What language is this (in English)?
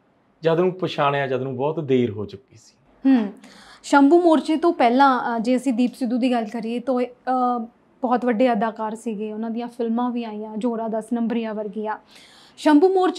Punjabi